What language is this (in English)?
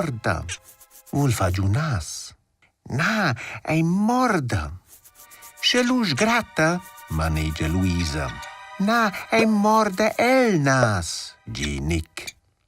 Romansh